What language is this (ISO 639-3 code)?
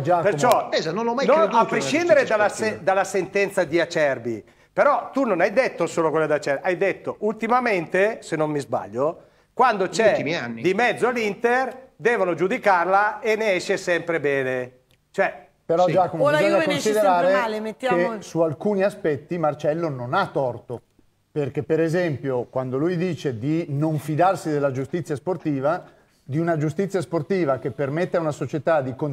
ita